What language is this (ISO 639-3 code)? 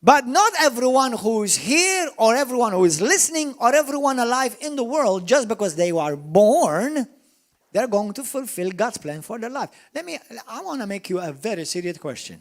eng